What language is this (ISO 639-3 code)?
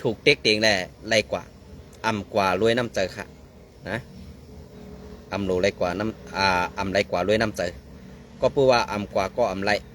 shn